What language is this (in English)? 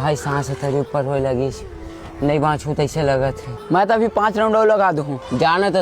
Chhattisgarhi